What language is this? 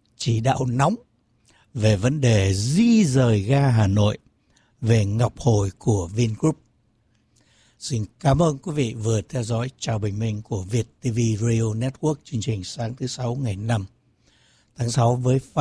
Vietnamese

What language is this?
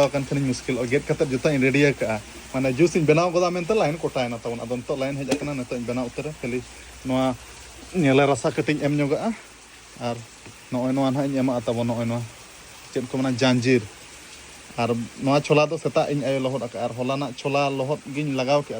Santali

